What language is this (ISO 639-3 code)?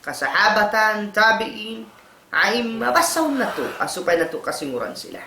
tsg